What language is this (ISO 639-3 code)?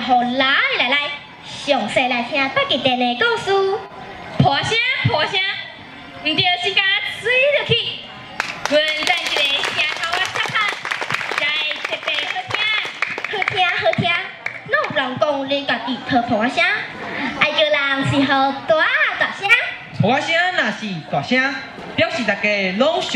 nan